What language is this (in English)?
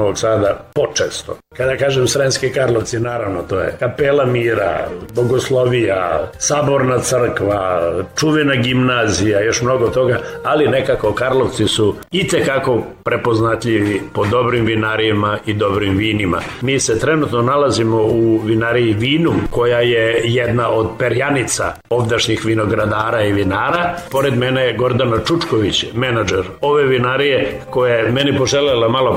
Serbian